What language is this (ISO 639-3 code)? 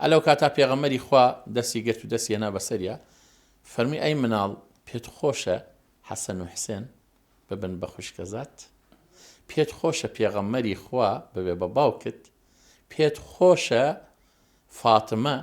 ckb